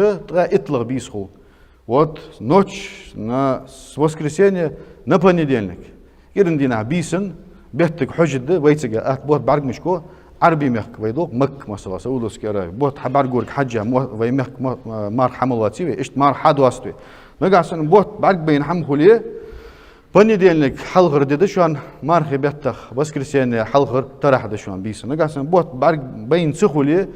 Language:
Ingush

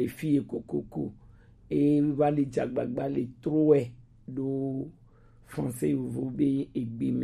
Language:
Gen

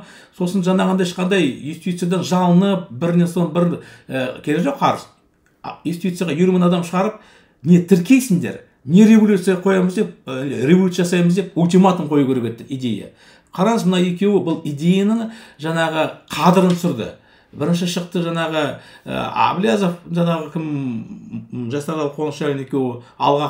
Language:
Kazakh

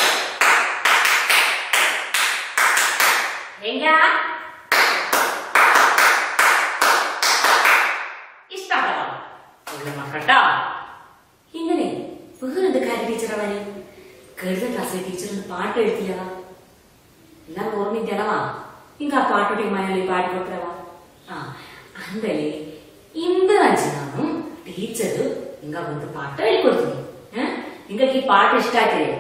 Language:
Malayalam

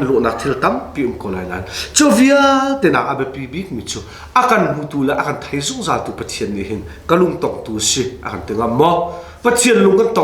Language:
Hakha Chin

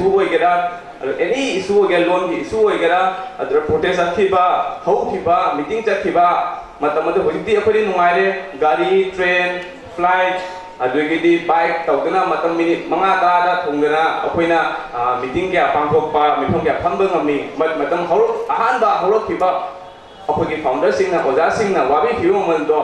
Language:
Manipuri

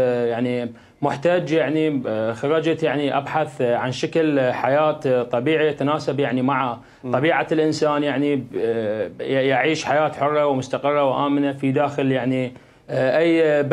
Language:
Mesopotamian Arabic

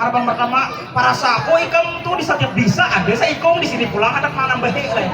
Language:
Banjar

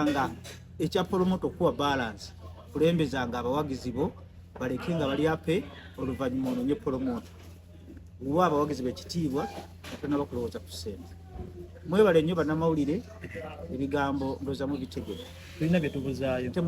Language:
Ganda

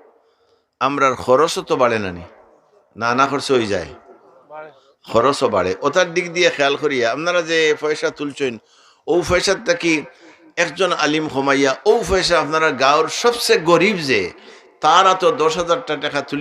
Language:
Sylheti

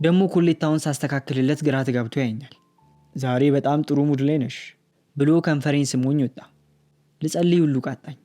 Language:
Amharic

